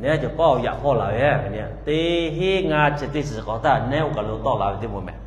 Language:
Lahu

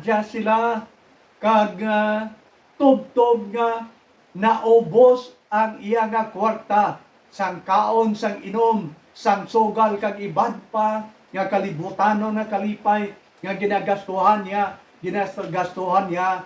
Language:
Hiligaynon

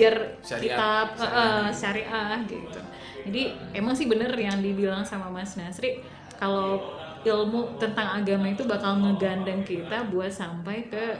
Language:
Indonesian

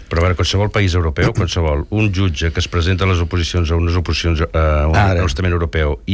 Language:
Catalan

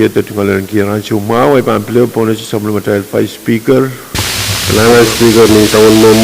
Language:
Pohnpeian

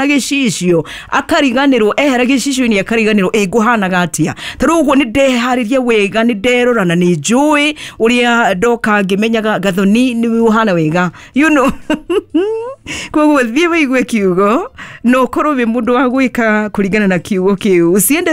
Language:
Kikuyu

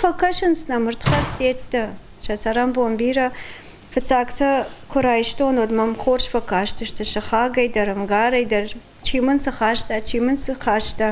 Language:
Ossetic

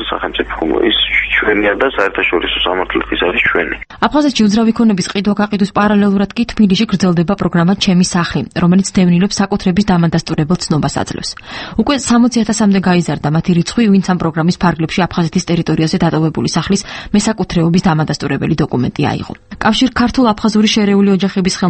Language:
Georgian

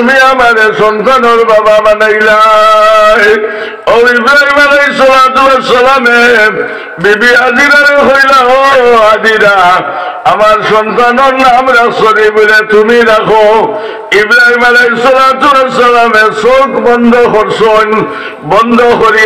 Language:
Sylheti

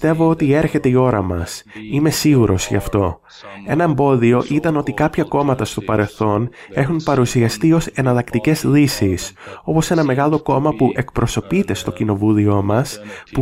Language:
Greek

